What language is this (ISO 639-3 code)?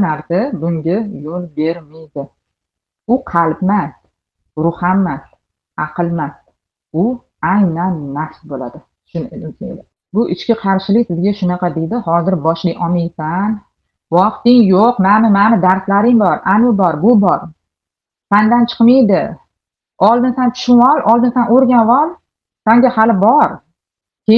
uzb